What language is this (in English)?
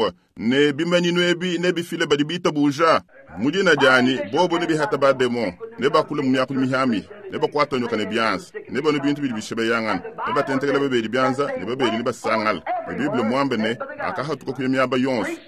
Luba-Lulua